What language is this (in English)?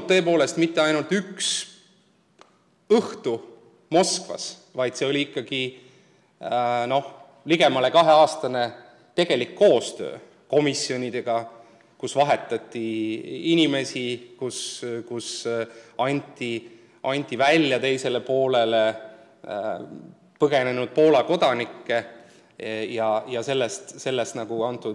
Estonian